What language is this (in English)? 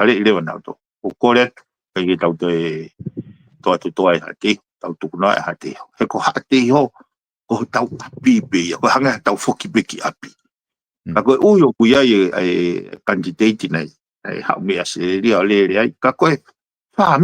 Tongan